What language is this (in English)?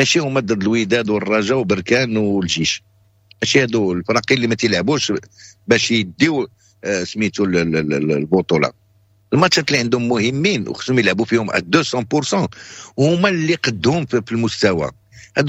Moroccan Arabic